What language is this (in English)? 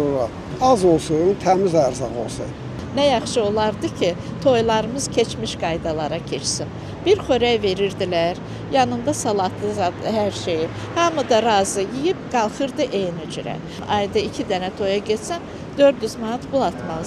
Azerbaijani